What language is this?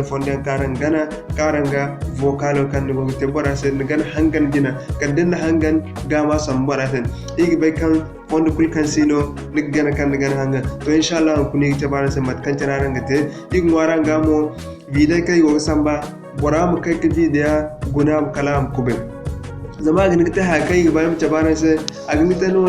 Zarma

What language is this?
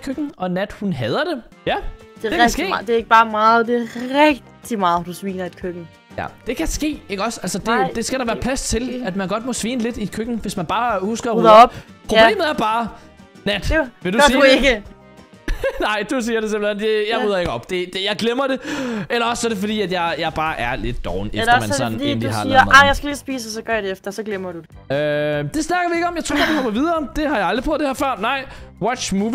Danish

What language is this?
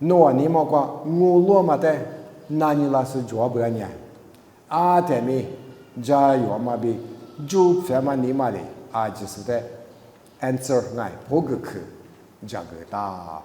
Lisu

